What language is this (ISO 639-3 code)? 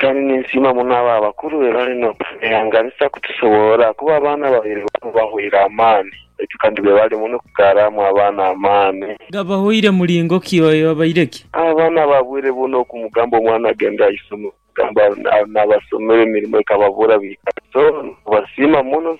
nyn